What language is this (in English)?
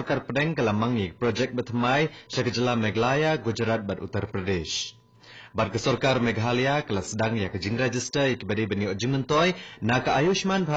Khasi